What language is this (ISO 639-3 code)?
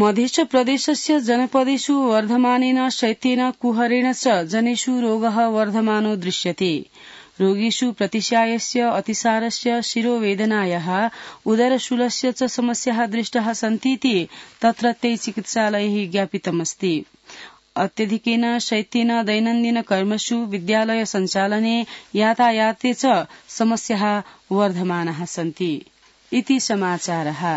san